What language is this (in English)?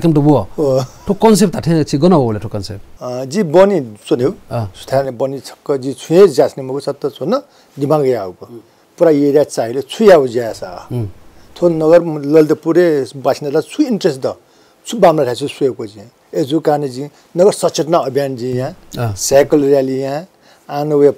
Newari